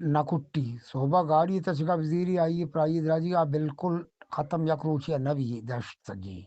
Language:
Eastern Balochi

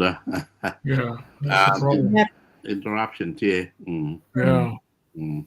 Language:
Acoli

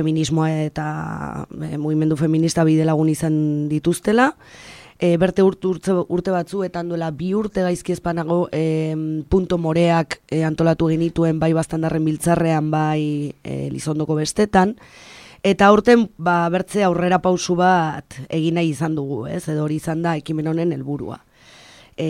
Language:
Basque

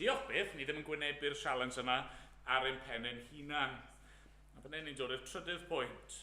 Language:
Welsh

